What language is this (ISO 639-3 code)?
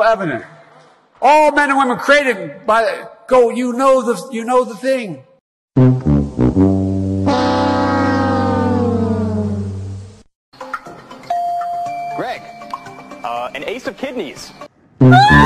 eng